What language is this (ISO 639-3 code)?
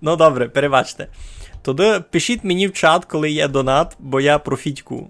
rue